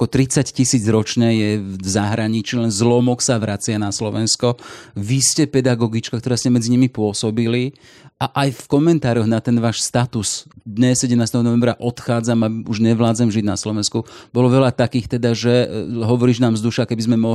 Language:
Slovak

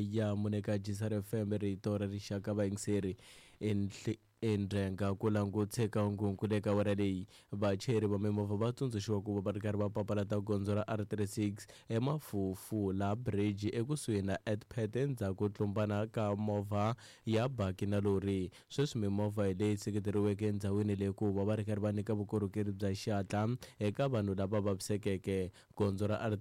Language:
Tsonga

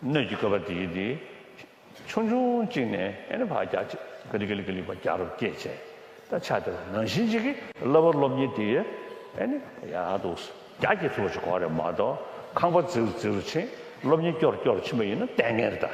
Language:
Tibetan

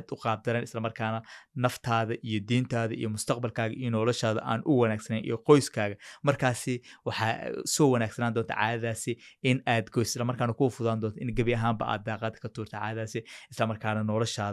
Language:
Somali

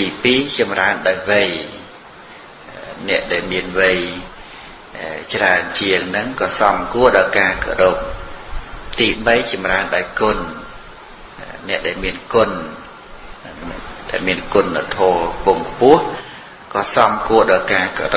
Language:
Khmer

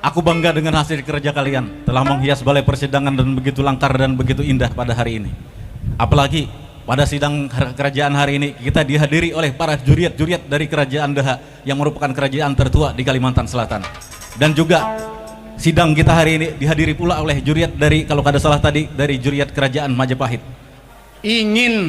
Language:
Banjar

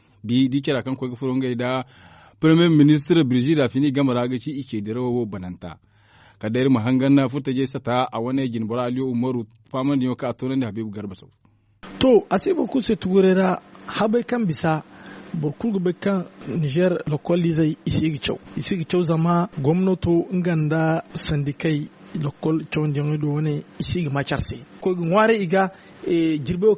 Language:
Zarma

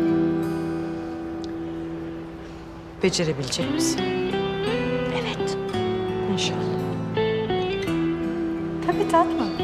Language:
Turkish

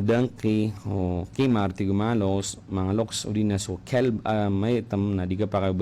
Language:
Maranao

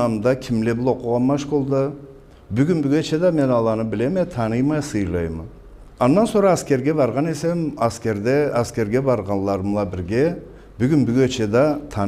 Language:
Karachay-Balkar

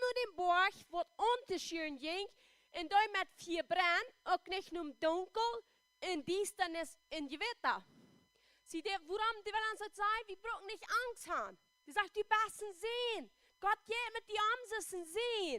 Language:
Plautdietsch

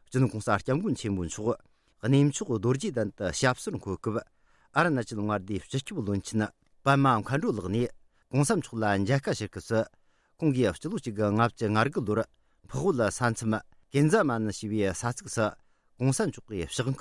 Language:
Tibetan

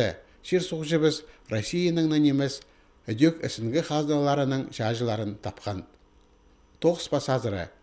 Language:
Khakas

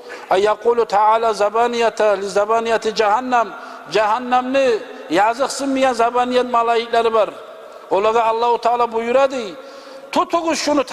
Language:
Kumyk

